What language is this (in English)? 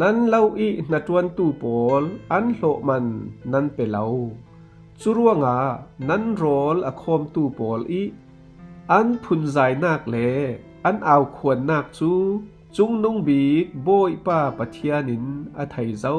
Falam Chin